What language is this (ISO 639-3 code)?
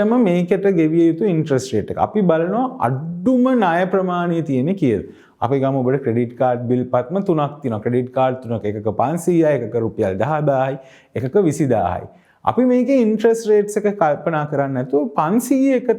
sin